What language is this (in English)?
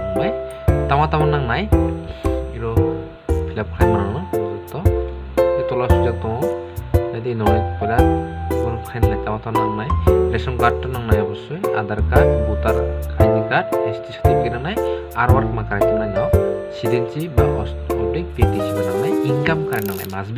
Kok Borok